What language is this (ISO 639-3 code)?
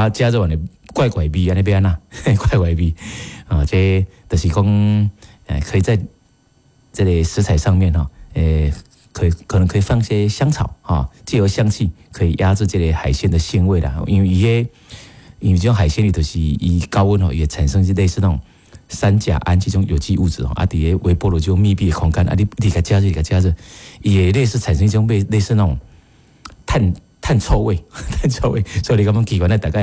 nan